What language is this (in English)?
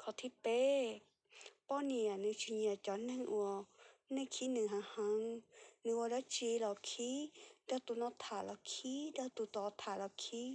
Hmong